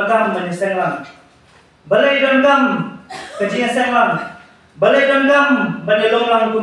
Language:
Khasi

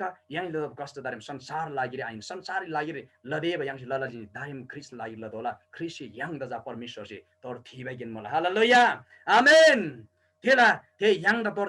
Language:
Eastern Tamang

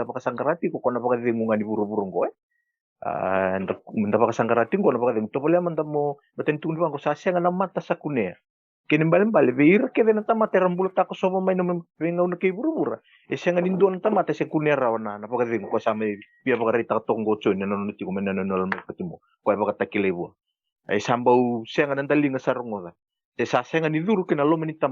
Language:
Fijian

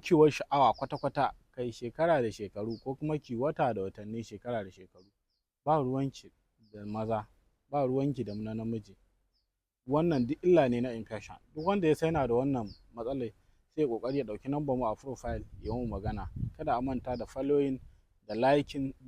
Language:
Hausa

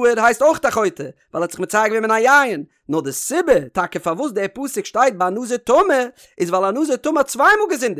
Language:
Yiddish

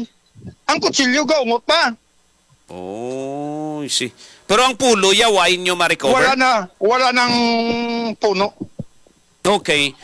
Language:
Hiligaynon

